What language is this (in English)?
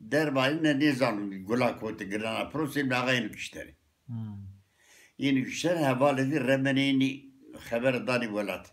Zaza